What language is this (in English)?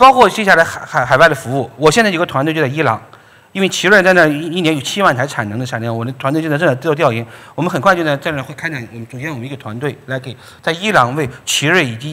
Chinese